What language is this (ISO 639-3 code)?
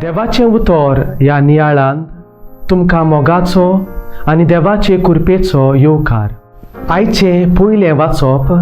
kok